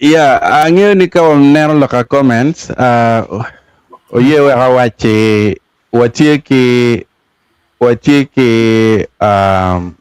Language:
Acoli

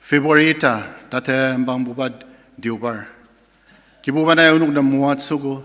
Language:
Ao Naga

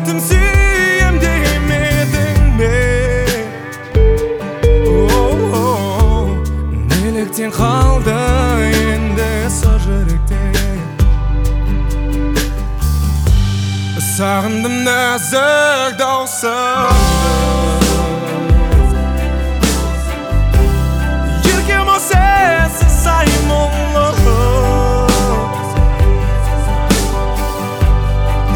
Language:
Kazakh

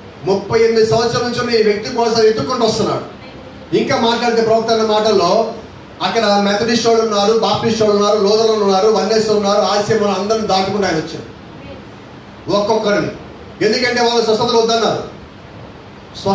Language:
Telugu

